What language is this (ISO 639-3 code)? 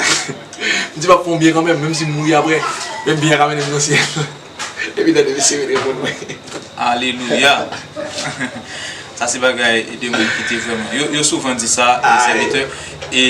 hat